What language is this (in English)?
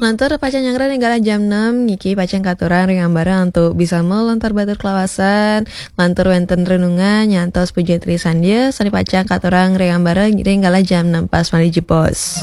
Balinese